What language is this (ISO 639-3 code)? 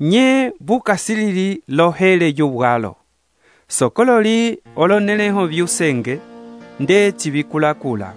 umb